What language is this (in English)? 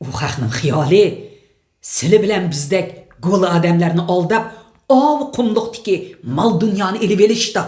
Uyghur